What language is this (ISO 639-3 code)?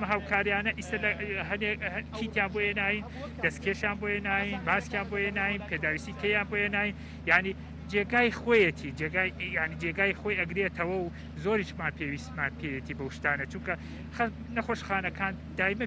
ckb